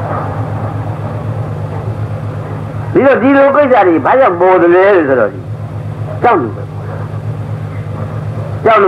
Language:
Burmese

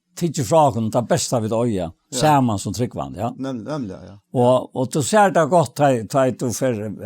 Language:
Faroese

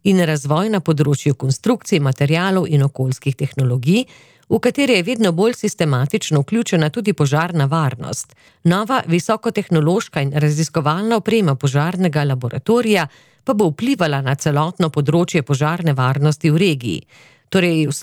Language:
Slovenian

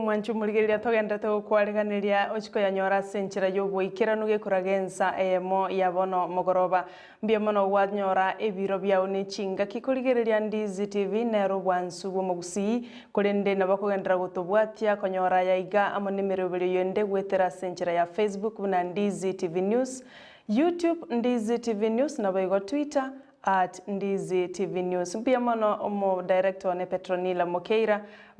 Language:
Gusii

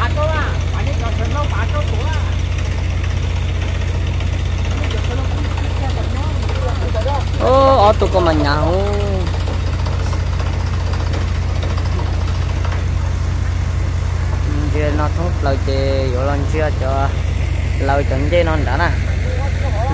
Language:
Vietnamese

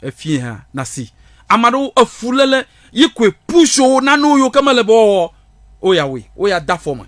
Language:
Ewe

